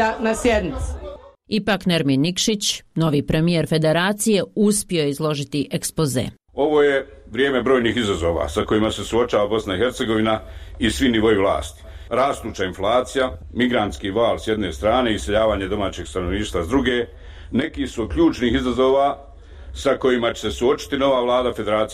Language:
Bosnian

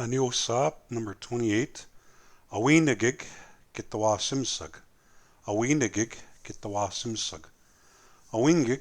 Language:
Plains Cree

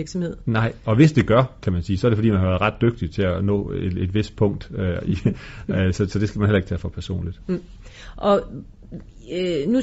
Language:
Danish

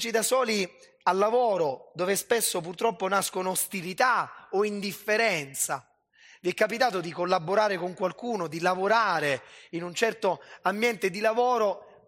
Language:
Italian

